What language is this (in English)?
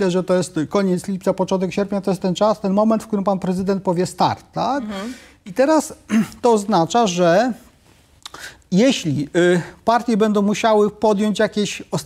Polish